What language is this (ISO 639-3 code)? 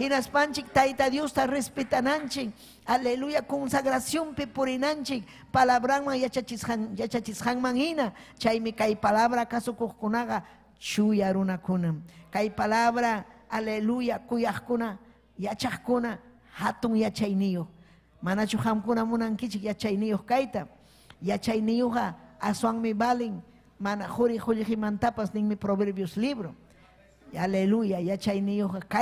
quy